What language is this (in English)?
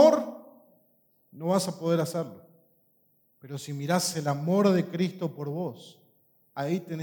Spanish